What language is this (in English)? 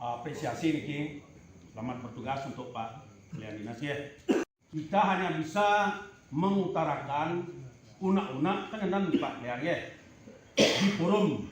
Balinese